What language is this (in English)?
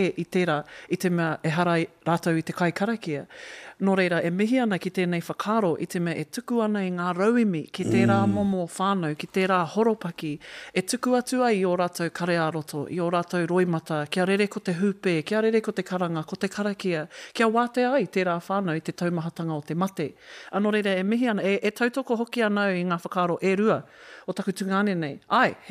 Māori